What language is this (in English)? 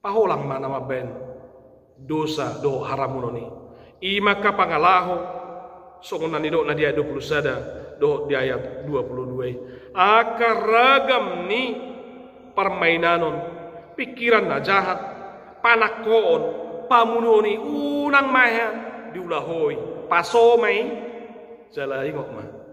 Batak Toba